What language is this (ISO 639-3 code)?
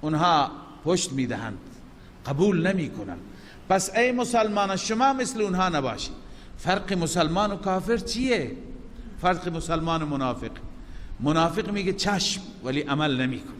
fas